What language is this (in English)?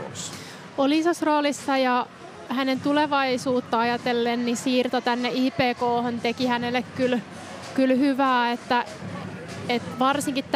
Finnish